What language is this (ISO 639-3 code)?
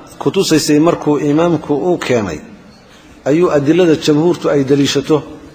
som